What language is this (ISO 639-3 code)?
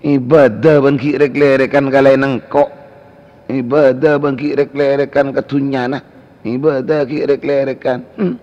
mad